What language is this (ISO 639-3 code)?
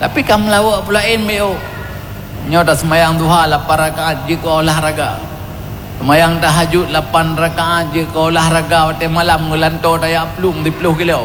ace